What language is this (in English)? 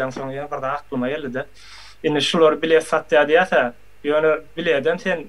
Turkmen